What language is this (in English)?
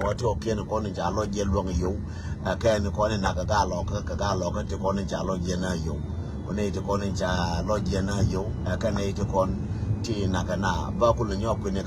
Nuer